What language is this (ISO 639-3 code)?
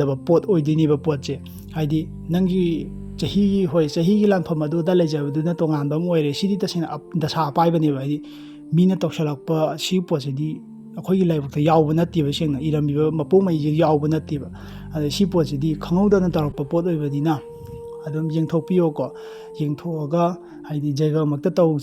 mni